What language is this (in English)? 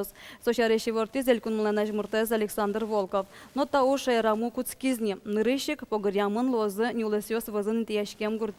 Udmurt